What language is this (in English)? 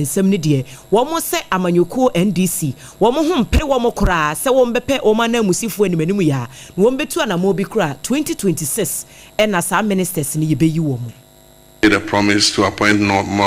Akan